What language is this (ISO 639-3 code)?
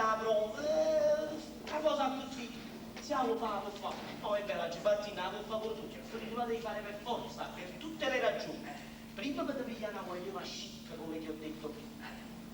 nap